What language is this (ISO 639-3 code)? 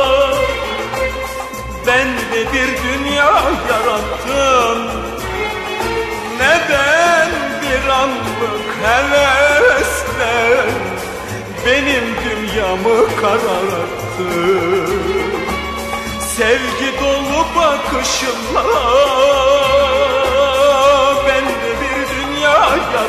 tur